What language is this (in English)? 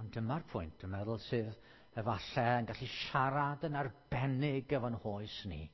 Welsh